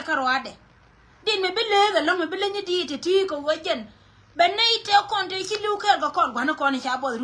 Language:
Nuer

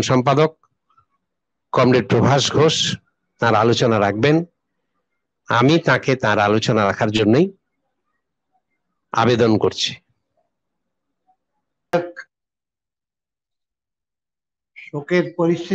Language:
Bangla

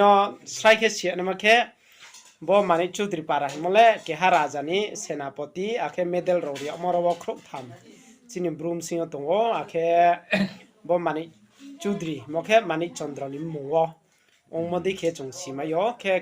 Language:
Riang (India)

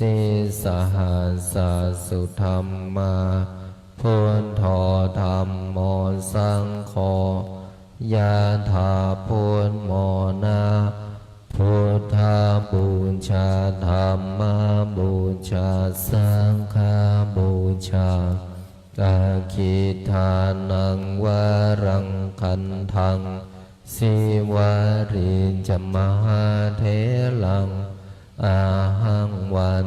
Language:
Pali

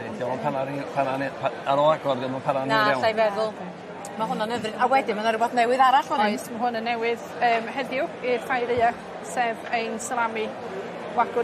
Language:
Welsh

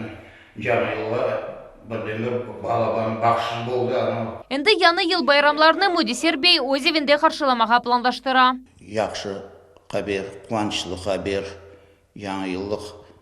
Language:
Crimean Tatar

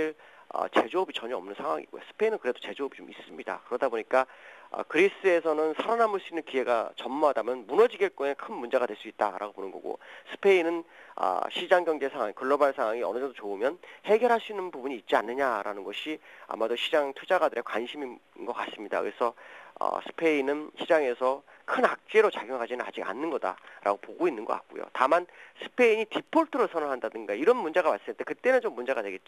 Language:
Korean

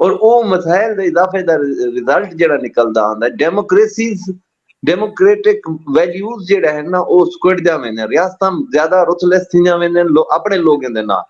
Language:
Saraiki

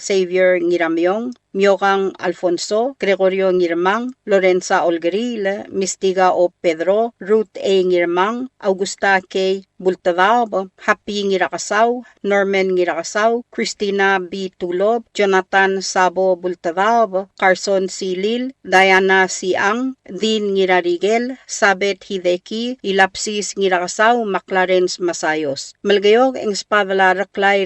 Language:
Palauan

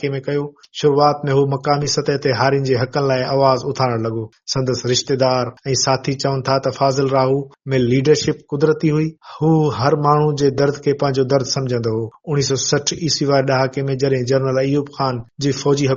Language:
Sindhi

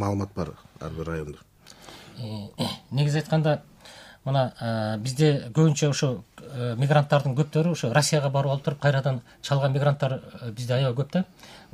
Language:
Kyrgyz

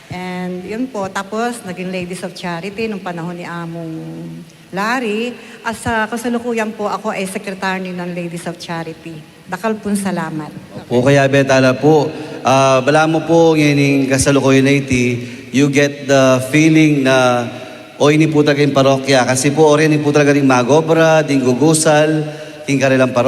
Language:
Pampanga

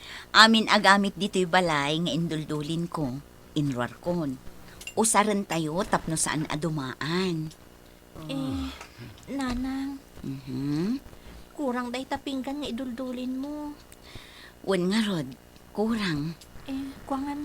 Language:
Iloko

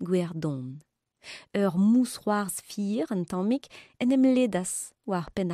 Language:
Breton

